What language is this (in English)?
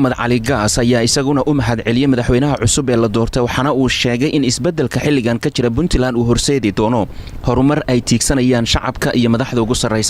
Somali